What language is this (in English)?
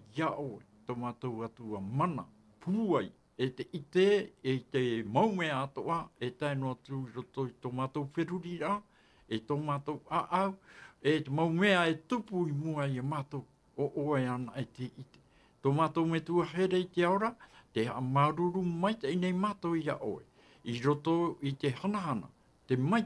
Tahitian